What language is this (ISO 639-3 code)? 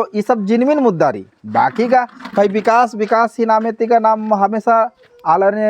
kru